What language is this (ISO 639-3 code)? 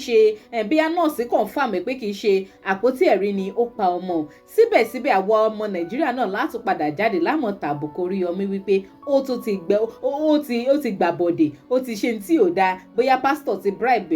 yor